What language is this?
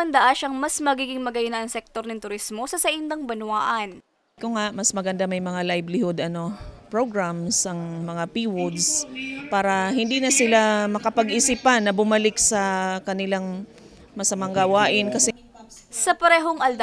Bikol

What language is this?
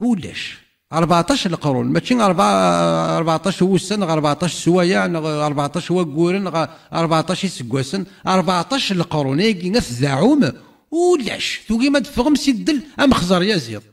Kabyle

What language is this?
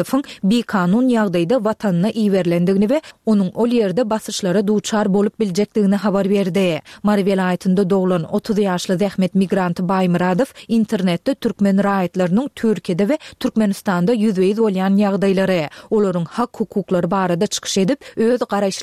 Turkmen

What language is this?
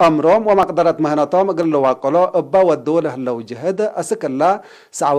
Tigre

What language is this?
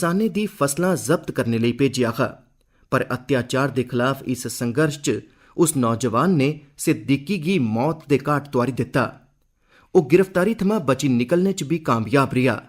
Dogri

